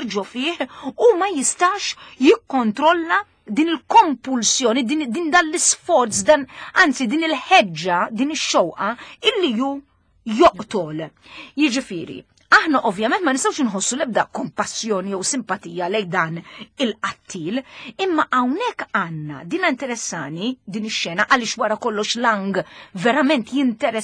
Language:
Maltese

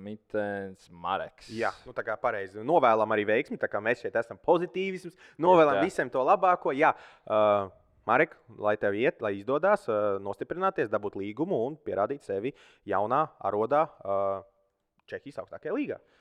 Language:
Latvian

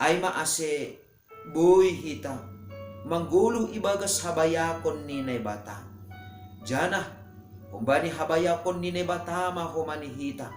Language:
Batak Simalungun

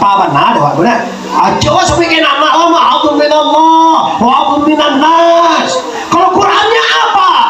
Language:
Minangkabau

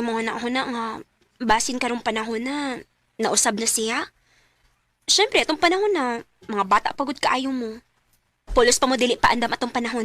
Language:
Cebuano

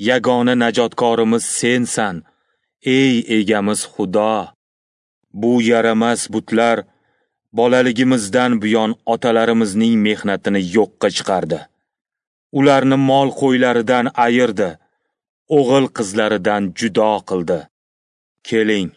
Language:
Uzbek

